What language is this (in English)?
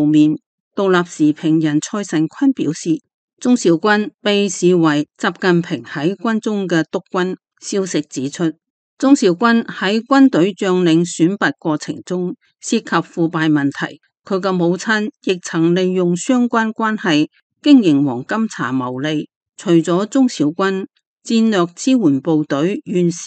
Cantonese